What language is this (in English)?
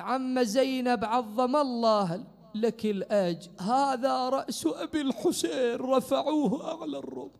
Mesopotamian Arabic